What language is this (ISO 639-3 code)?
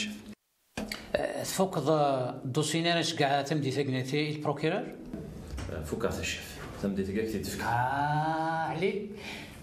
kab